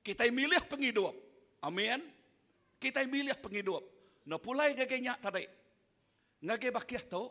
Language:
Iban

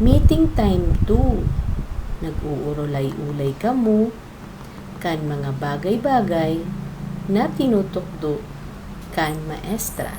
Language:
Bikol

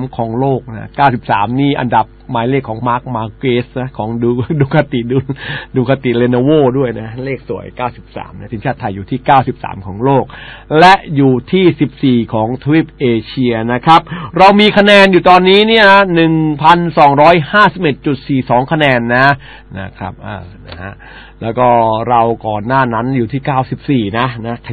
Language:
Thai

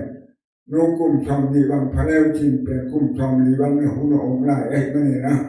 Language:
Tedim Chin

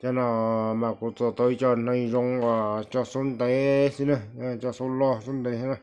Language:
Hmong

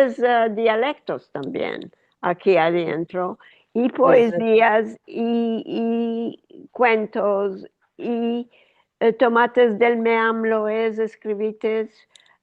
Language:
Ladino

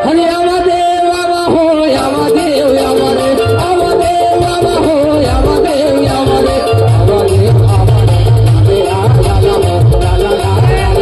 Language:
Chhattisgarhi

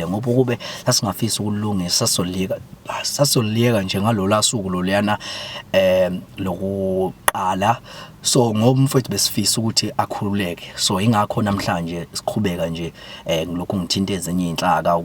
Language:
Zulu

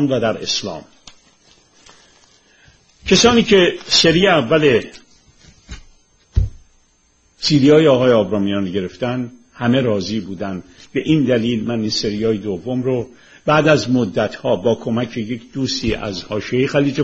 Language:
Persian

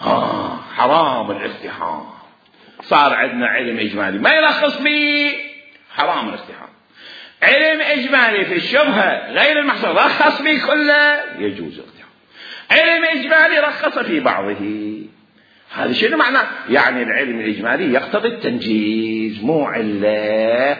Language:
Mesopotamian Arabic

